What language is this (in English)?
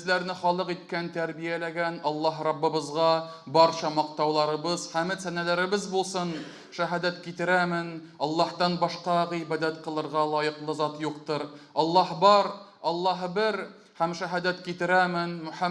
Tatar